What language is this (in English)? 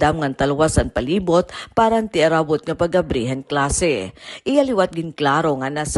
Waray